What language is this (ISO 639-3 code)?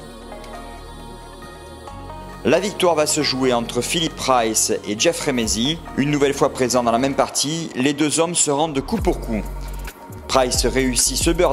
fra